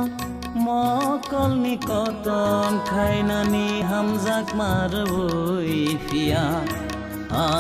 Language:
Kok Borok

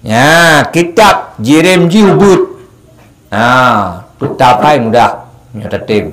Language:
Achinese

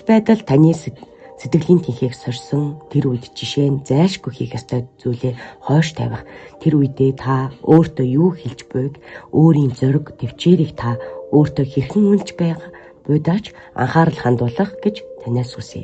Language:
Mongolian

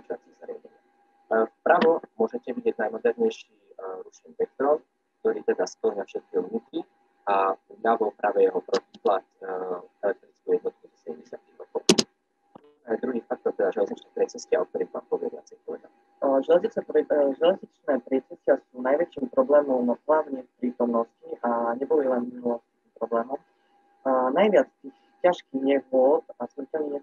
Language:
Slovak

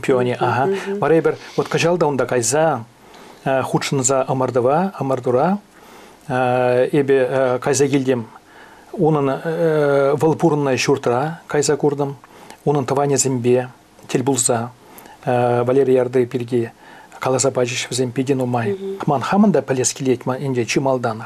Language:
Chuvash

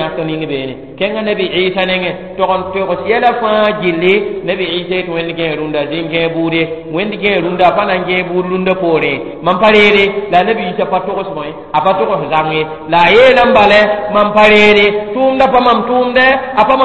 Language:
Mossi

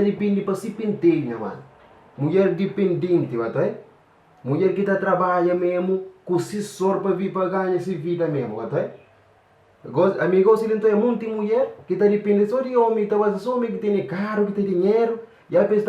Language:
Kabuverdianu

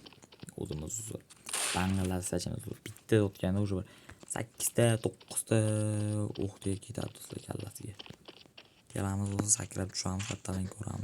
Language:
Uzbek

